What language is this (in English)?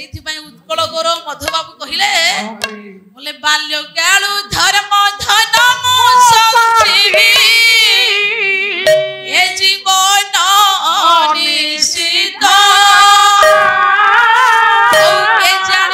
Odia